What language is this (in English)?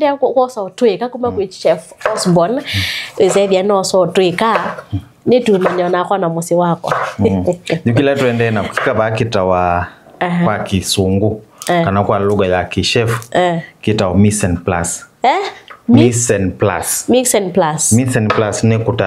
Kamba